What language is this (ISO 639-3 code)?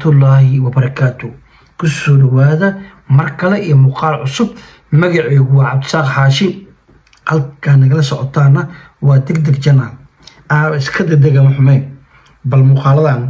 som